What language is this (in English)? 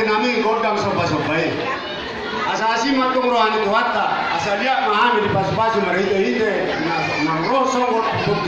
Batak Toba